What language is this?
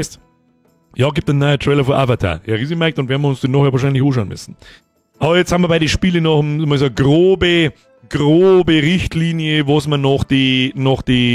Bavarian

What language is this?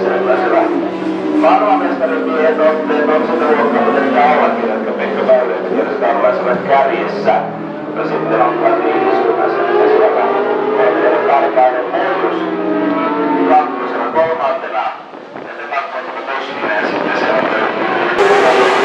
Finnish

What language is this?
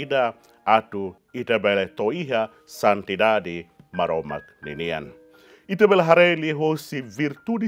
Tetum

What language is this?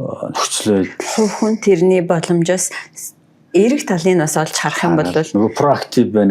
Mongolian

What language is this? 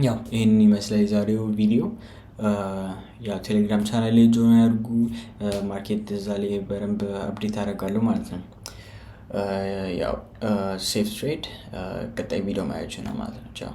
Amharic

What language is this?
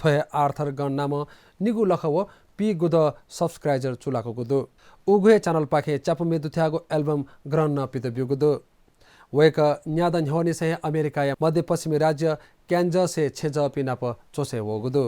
Newari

